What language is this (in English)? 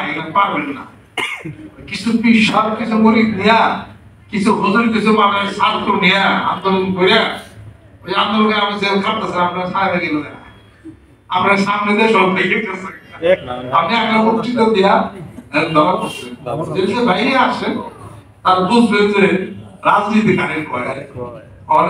Bangla